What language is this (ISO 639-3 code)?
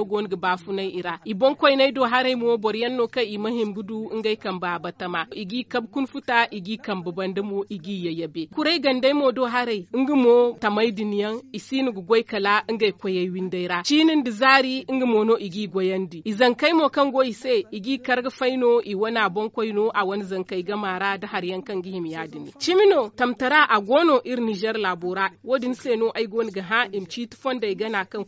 dje